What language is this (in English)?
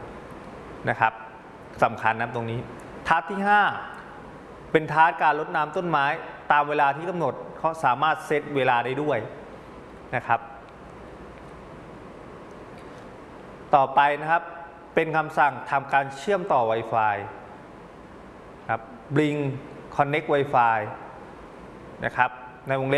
Thai